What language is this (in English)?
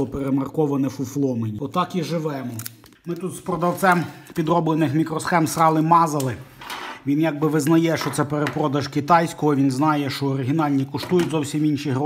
Ukrainian